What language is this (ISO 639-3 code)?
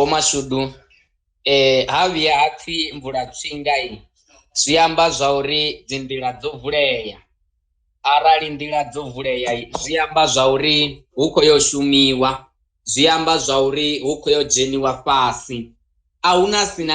ven